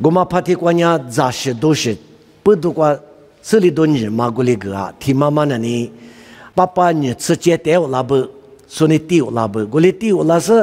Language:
Lisu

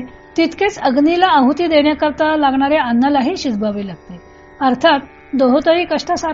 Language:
Marathi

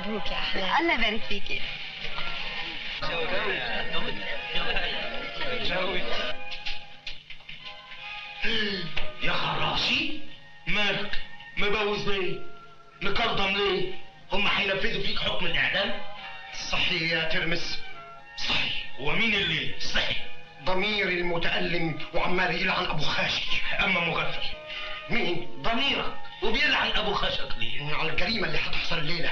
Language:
Egyptian Arabic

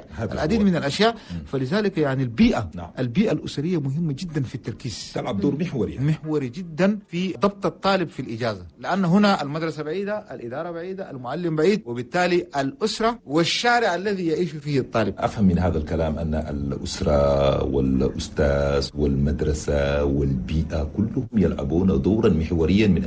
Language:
Chadian Arabic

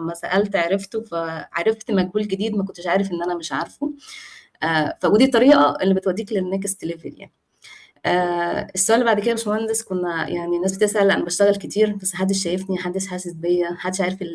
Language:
Egyptian Arabic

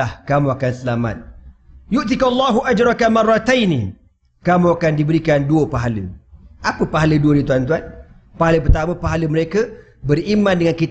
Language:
Malay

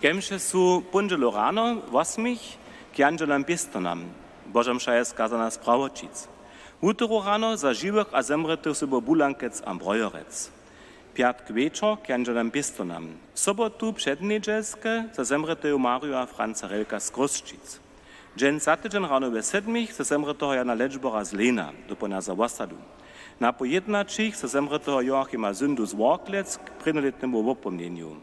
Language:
Upper Sorbian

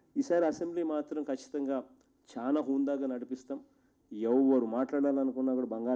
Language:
Telugu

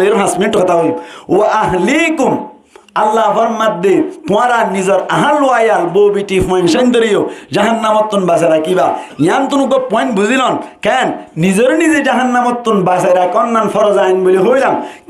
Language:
Rohingya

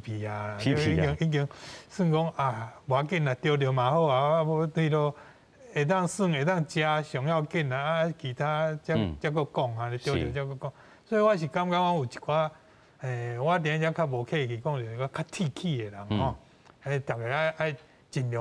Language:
Min Nan Chinese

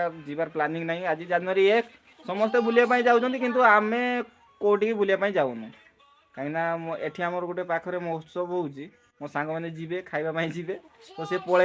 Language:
Odia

